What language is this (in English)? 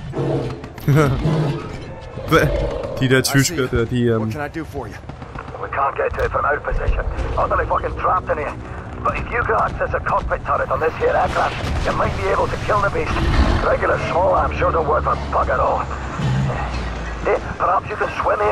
Danish